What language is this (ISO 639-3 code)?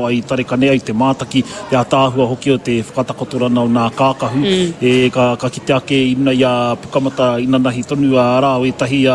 mri